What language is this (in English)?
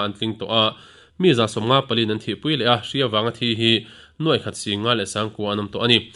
Mizo